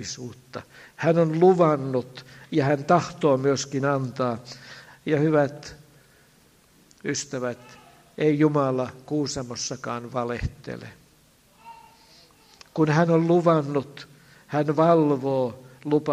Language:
Finnish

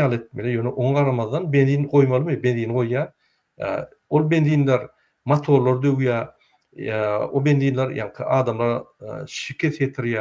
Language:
Turkmen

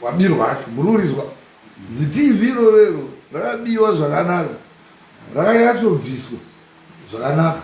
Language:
Shona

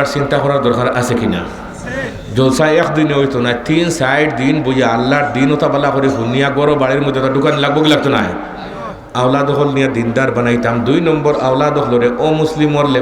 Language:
Sylheti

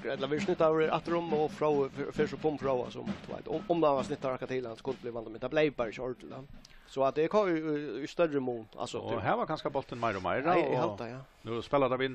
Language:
Faroese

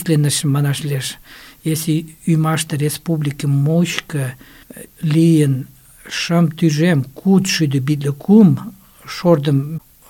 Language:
Mari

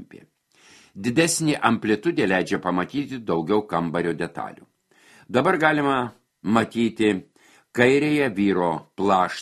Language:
Lithuanian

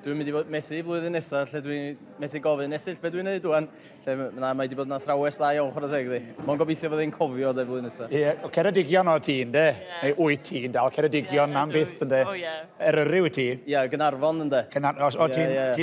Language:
Welsh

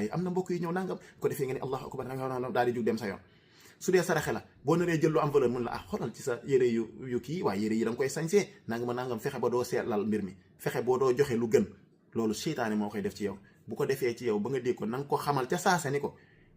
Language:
Wolof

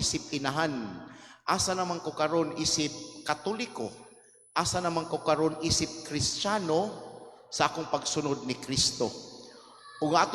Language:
Cebuano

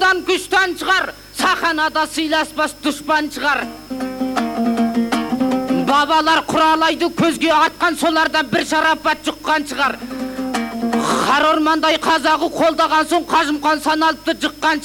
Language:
Kazakh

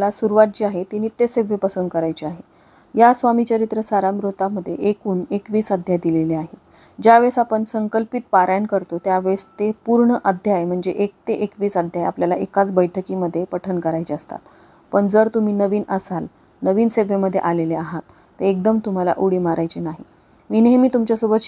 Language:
Marathi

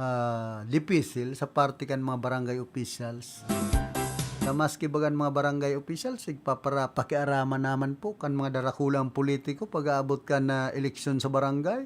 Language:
Bikol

